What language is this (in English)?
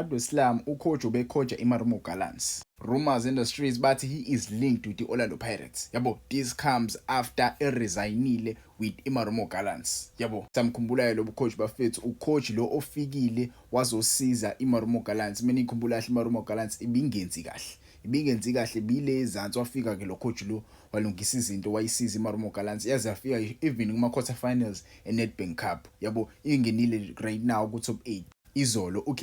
Zulu